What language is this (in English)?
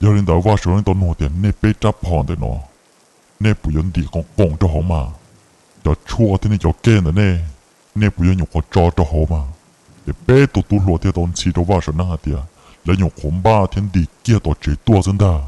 Hmong